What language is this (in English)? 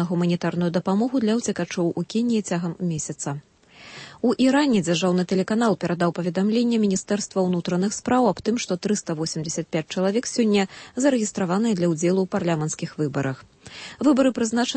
Belarusian